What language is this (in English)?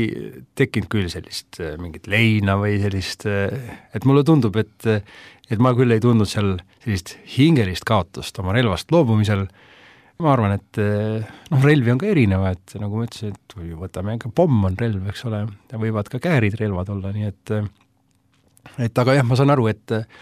Estonian